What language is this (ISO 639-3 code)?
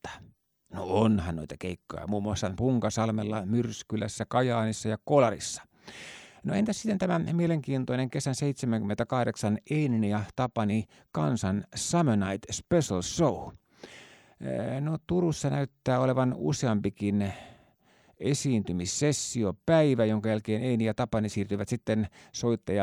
fin